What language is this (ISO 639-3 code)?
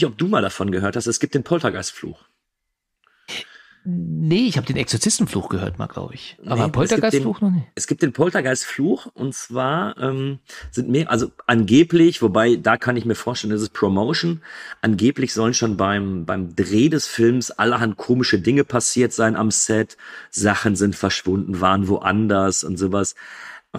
deu